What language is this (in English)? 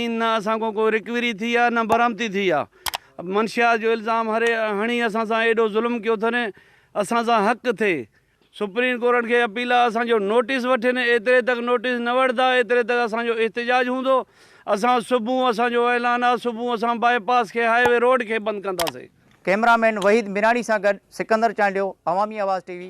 Sindhi